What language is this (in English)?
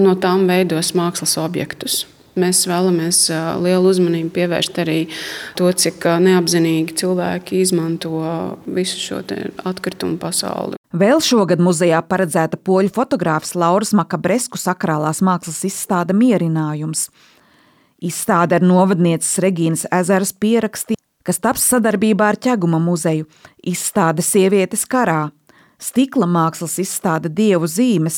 Latvian